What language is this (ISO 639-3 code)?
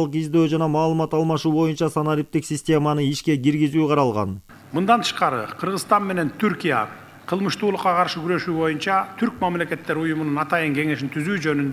kir